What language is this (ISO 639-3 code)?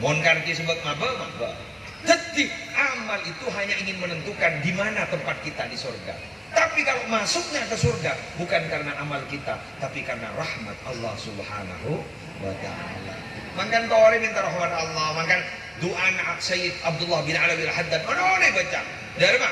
mad